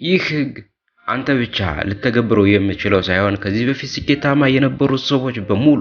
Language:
Amharic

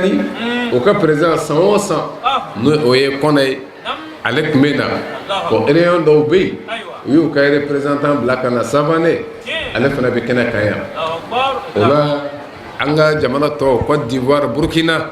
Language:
Bambara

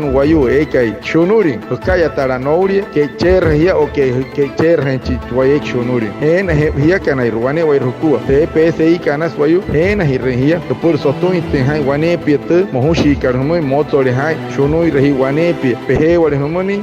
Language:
Wayuu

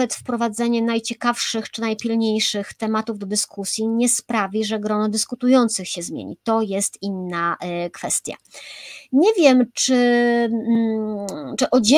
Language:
Polish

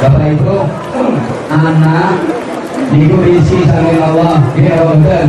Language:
Javanese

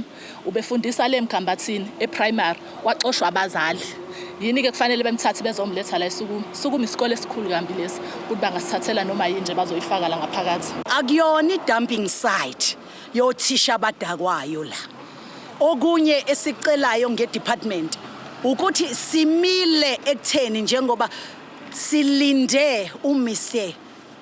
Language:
Zulu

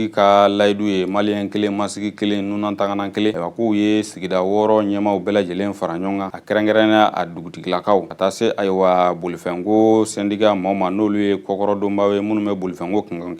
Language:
Bambara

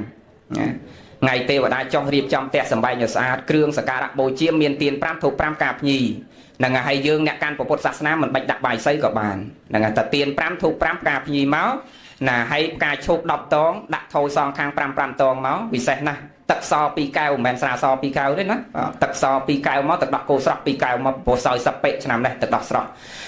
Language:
Khmer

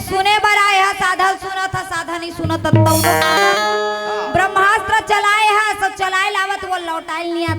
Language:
Chhattisgarhi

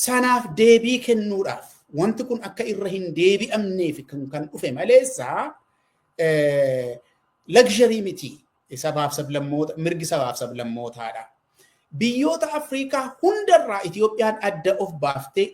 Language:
Oromo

